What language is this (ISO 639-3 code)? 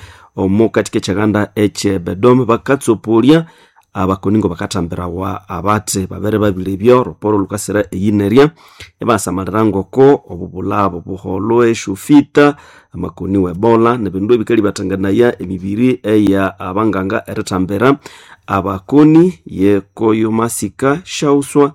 nnb